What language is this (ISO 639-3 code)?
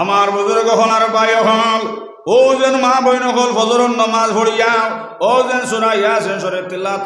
syl